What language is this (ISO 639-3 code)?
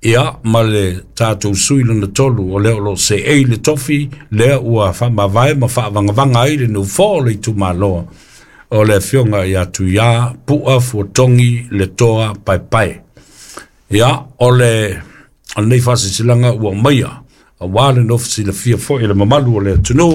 smo